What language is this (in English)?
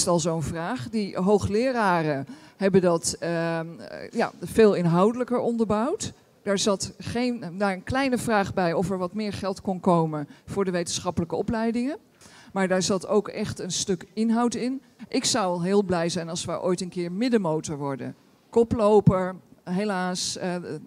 Dutch